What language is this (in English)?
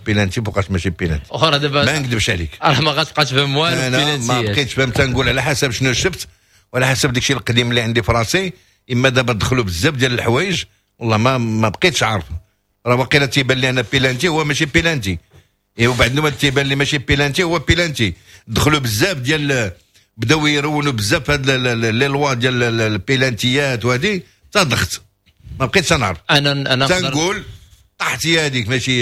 Moroccan Arabic